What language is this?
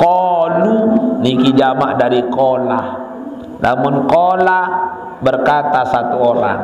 Sasak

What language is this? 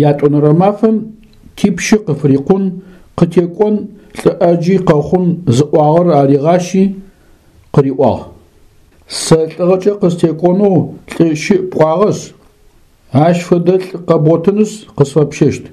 Adyghe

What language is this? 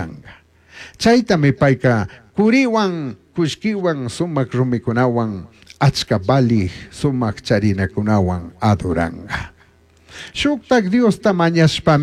Chimborazo Highland Quichua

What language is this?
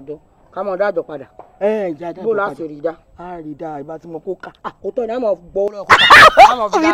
Yoruba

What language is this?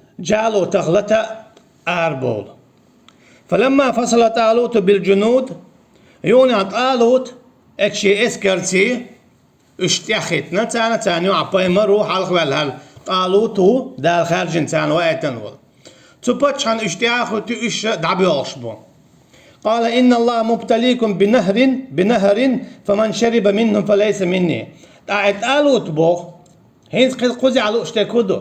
Chechen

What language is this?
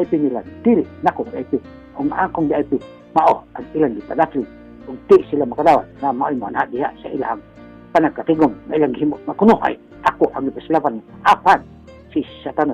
Cebuano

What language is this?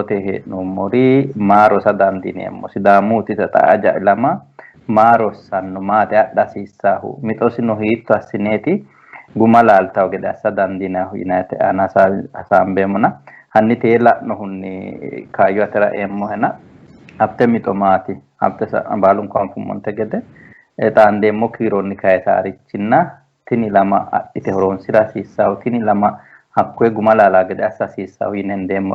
Sidamo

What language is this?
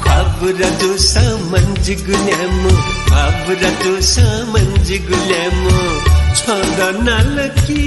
Newari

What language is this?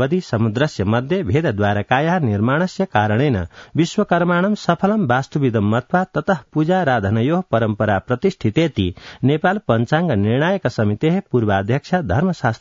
Sanskrit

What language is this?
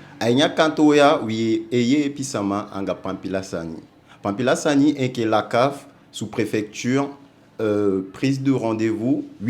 Eastern Maroon Creole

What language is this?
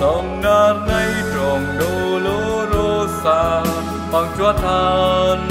Central Mnong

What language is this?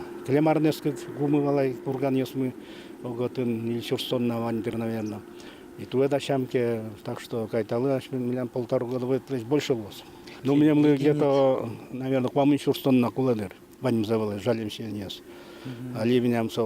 Udmurt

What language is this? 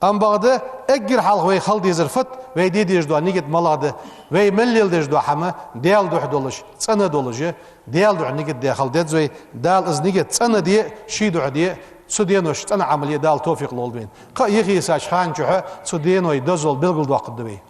Ingush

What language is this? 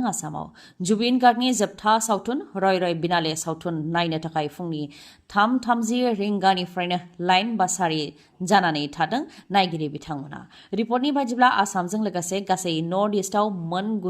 Bodo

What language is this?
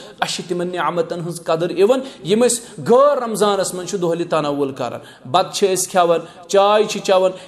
Kashmiri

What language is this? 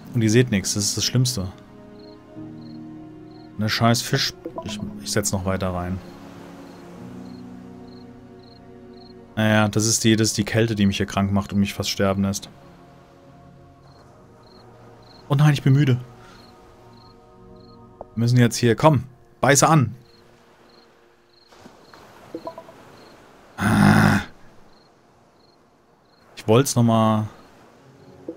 German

